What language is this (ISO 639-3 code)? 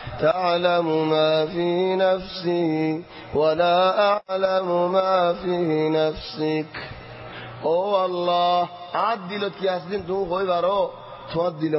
ara